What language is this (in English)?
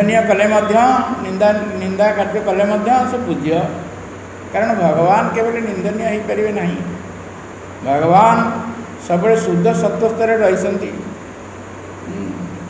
Odia